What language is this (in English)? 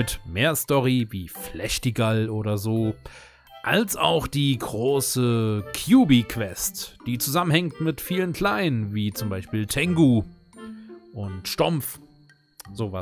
German